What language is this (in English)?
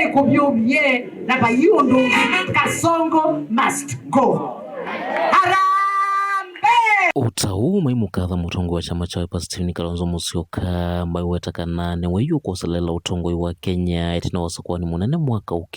Kamba